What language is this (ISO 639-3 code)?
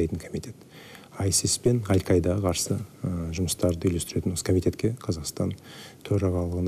kaz